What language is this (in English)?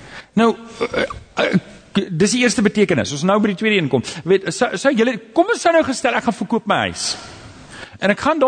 Afrikaans